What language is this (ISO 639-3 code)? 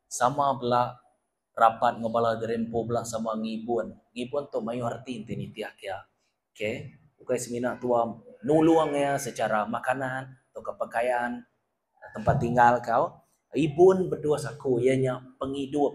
iba